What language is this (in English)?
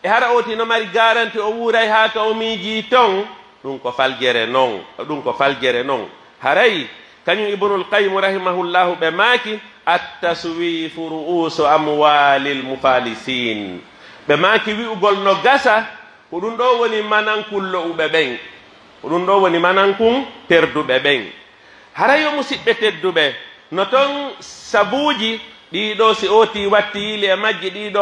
Pular